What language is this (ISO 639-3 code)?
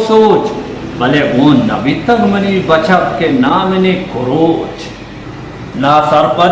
bal